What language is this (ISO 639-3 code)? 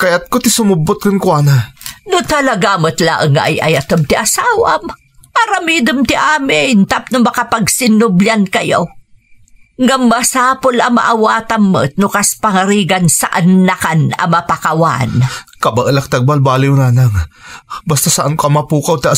ilo